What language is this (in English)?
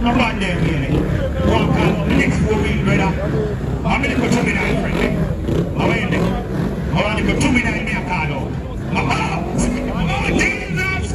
Jamaican Creole English